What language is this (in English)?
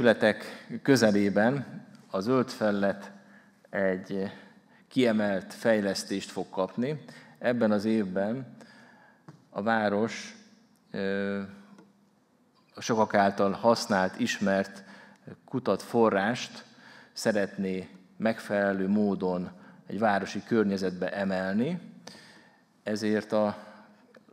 Hungarian